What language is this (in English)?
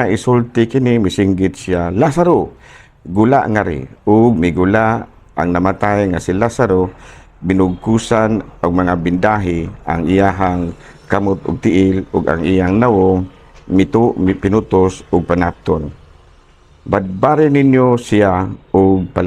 Cebuano